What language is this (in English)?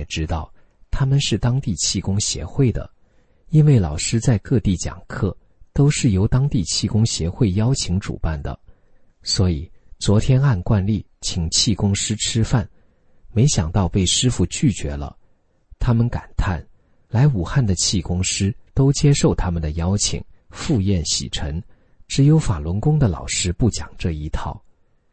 Chinese